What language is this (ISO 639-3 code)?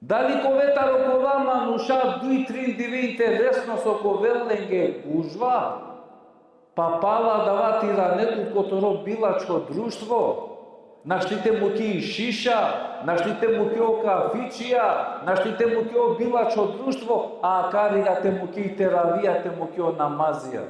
rmn